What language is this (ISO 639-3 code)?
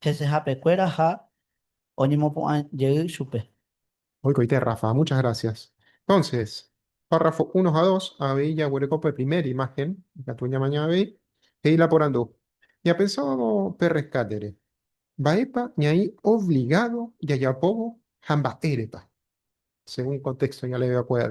grn